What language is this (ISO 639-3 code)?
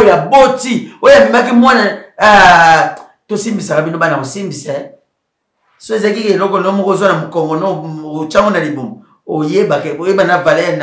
lin